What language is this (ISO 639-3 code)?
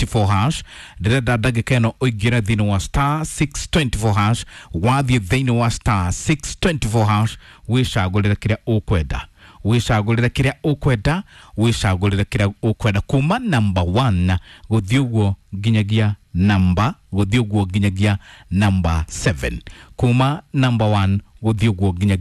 kik